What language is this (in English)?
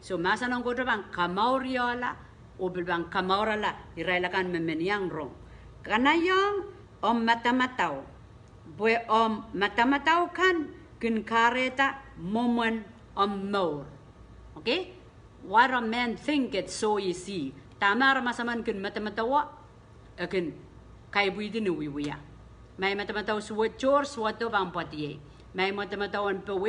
Pohnpeian